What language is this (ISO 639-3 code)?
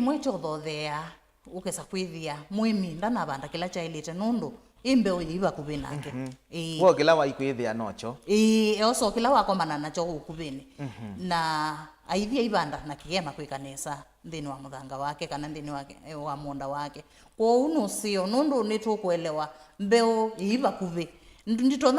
kam